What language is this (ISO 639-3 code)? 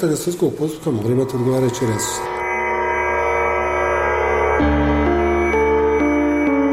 bos